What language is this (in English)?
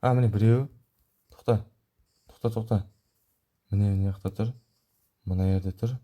Kazakh